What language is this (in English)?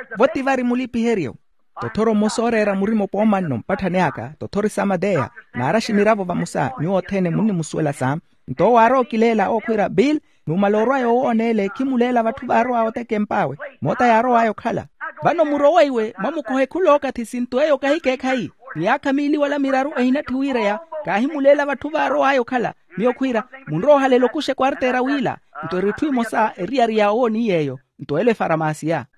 Makhuwa